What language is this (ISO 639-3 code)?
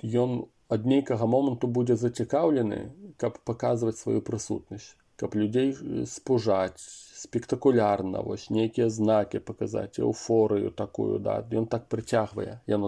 bel